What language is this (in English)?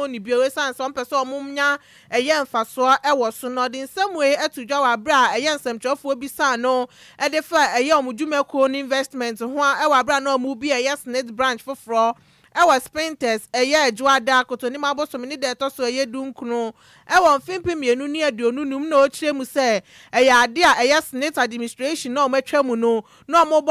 Akan